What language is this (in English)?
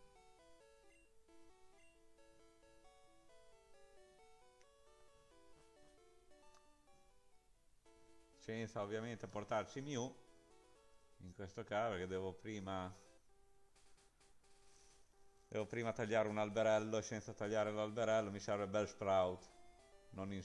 Italian